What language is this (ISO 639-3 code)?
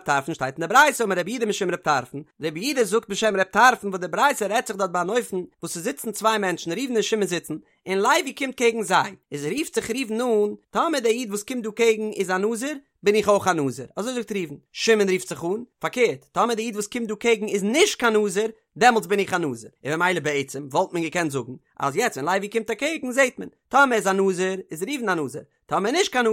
yid